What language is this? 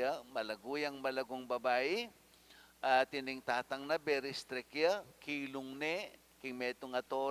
Pampanga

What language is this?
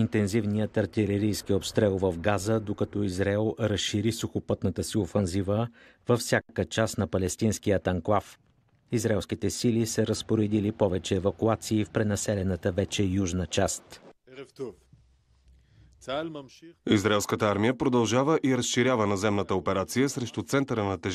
Bulgarian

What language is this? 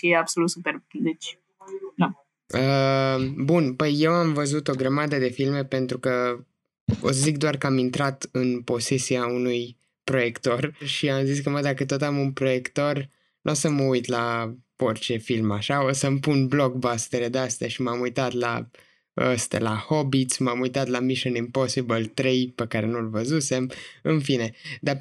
Romanian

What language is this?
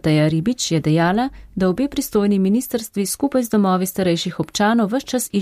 Slovenian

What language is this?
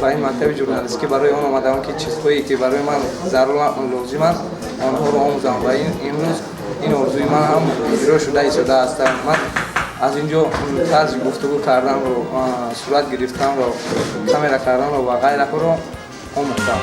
Tajik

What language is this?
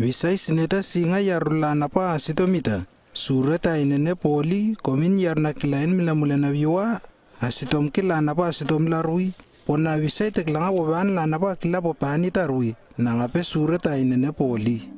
Lewo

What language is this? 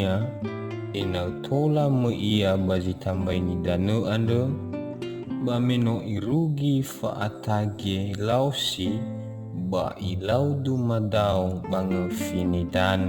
Nias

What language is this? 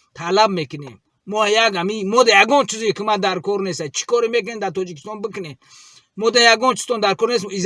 Tajik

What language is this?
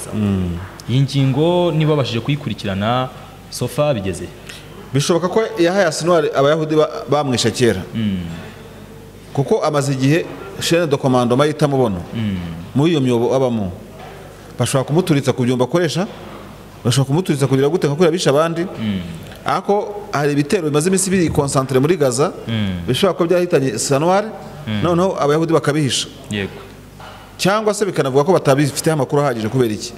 Kinyarwanda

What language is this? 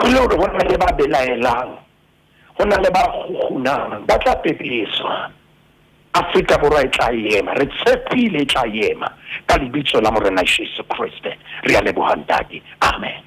Southern Sotho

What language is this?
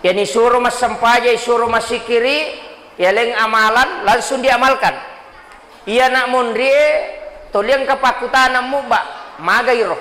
Buginese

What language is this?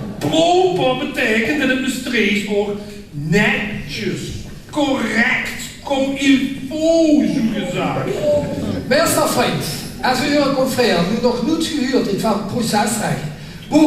Limburgish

